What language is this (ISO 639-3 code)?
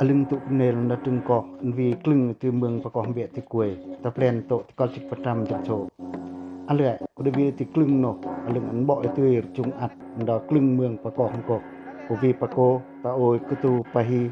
pac